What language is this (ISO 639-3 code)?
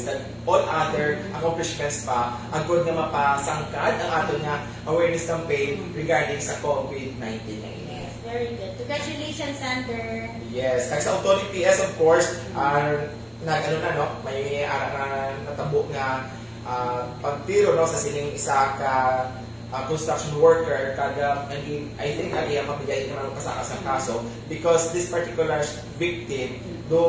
hil